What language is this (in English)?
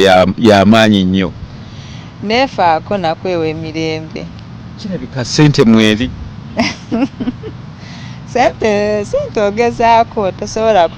Ganda